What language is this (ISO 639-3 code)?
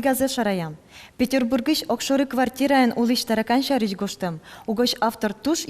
udm